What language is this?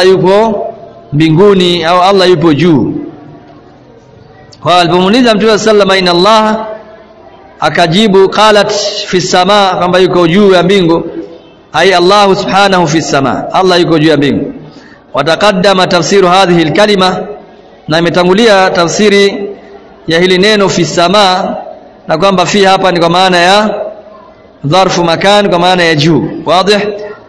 Swahili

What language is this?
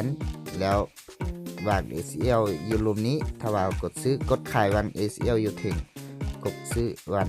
Lao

